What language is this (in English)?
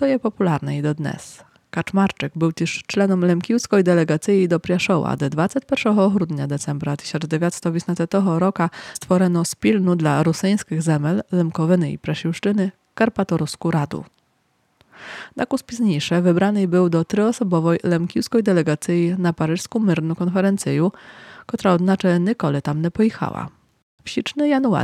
Rusyn